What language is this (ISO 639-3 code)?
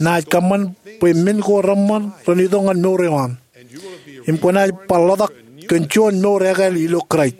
mah